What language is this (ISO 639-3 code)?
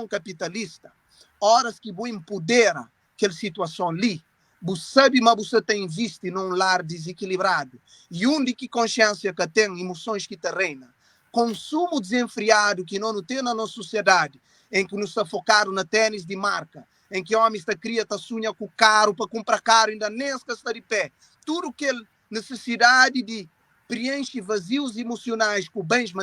kea